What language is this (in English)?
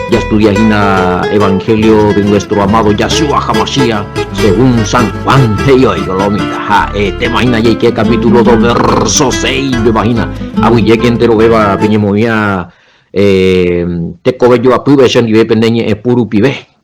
Guarani